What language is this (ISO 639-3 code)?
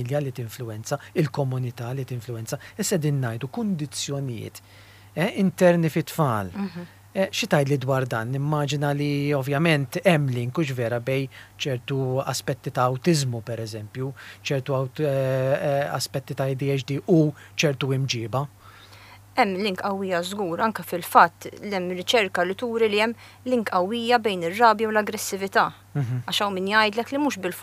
mlt